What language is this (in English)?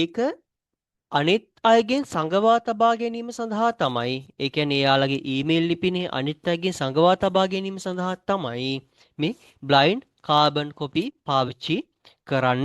Sinhala